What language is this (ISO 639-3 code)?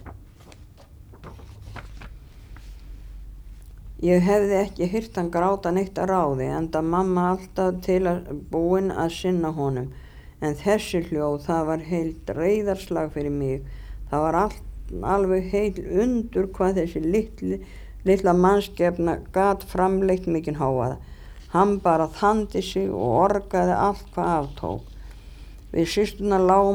isl